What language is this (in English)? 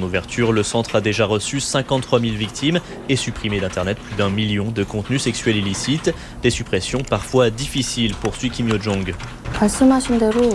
French